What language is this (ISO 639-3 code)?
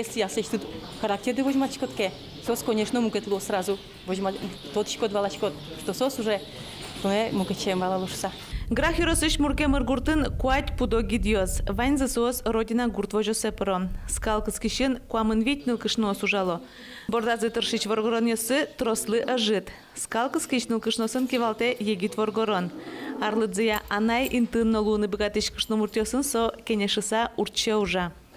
udm